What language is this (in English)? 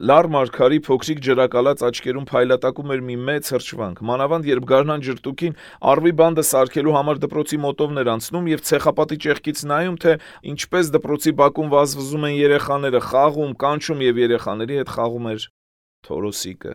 Armenian